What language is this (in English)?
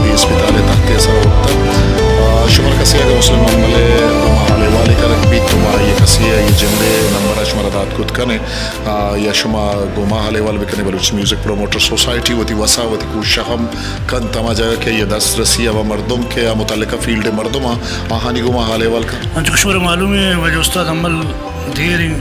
Baluchi